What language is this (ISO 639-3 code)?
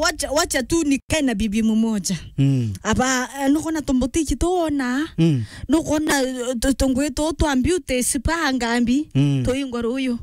mer